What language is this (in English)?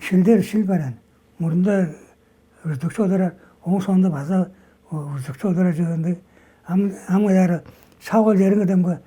Tuvinian